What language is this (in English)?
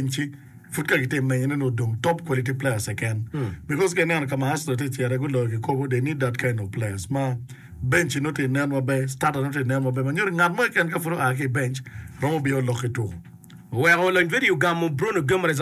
Acoli